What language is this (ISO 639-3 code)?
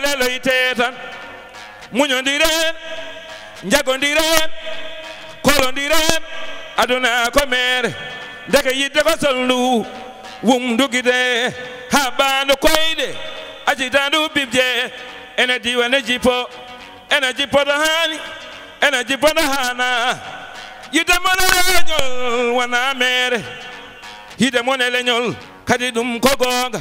ful